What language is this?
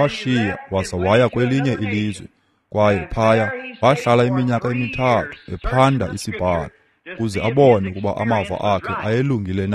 Xhosa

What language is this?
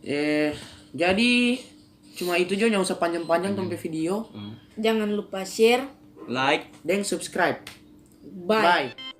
Manado Malay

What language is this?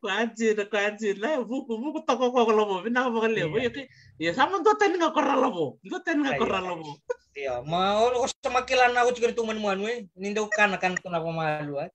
Fijian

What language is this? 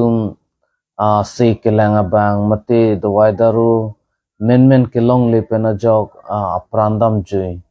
Karbi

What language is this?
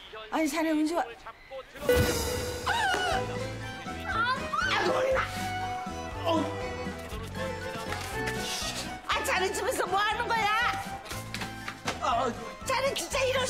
Korean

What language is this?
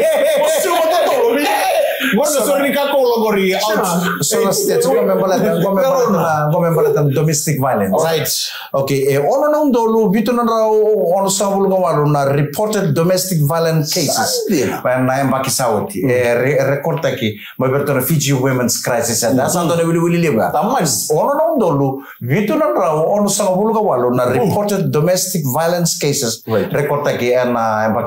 Fijian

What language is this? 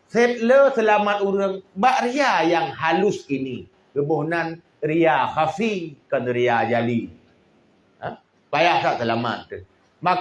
Achinese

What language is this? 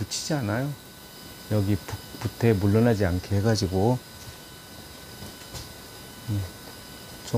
Korean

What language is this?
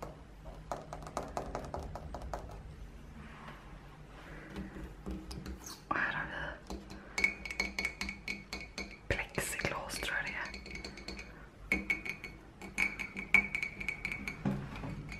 Swedish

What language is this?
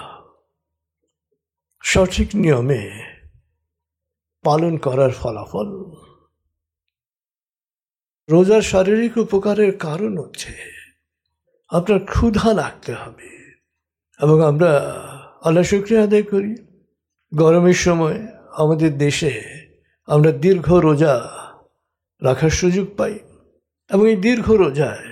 Bangla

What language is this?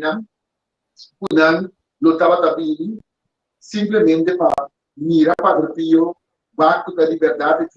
Papiamento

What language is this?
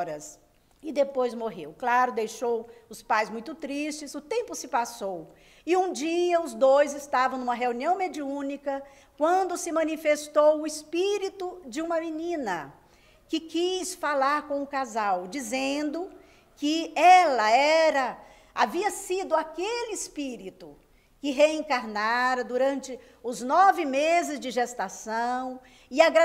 Portuguese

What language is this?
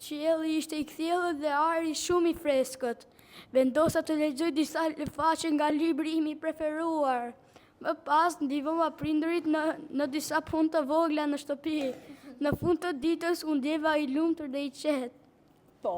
Albanian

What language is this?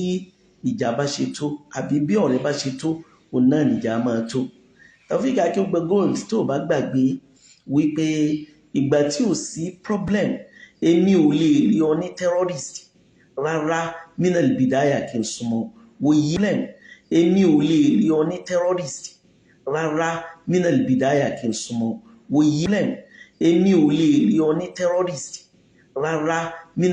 Yoruba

